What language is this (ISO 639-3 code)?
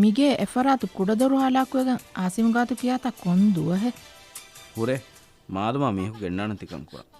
div